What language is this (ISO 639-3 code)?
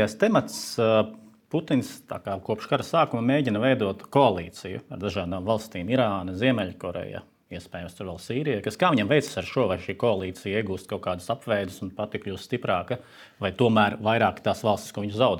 lav